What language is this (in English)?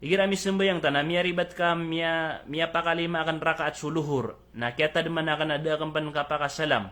Maranao